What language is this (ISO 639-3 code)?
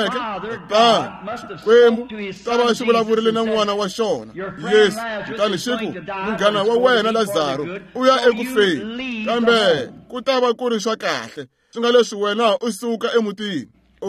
tso